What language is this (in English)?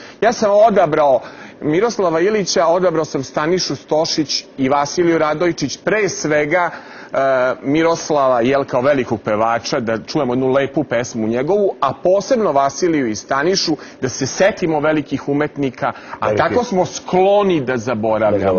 Serbian